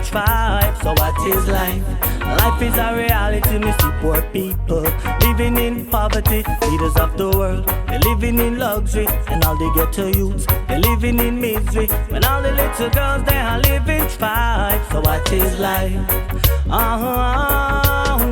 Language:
Jamaican Creole English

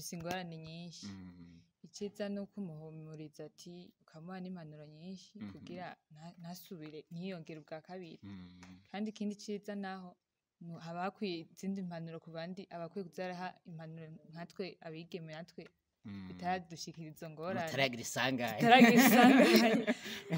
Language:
Rundi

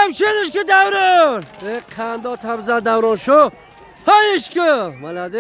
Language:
Tajik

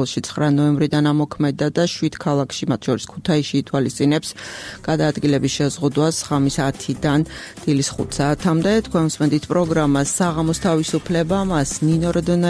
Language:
Georgian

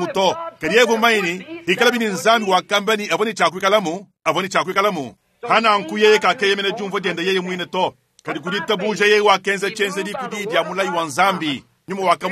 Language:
Luba-Lulua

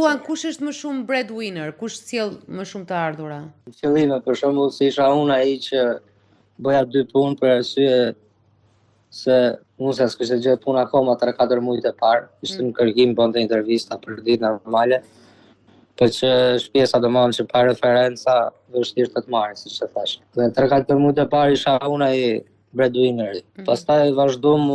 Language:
Albanian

